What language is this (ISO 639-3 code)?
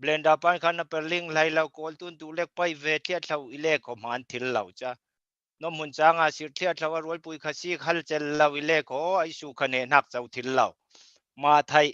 cfm